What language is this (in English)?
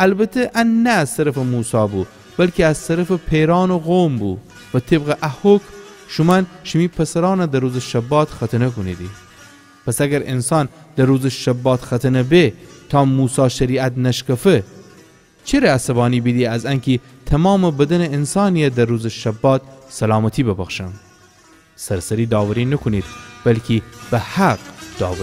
Gilaki